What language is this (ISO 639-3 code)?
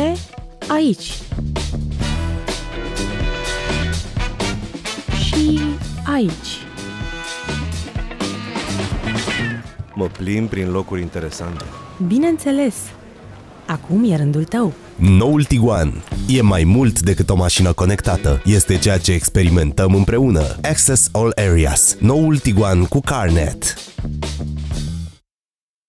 ron